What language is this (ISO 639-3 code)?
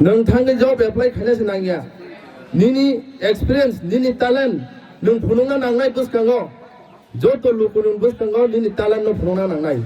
trp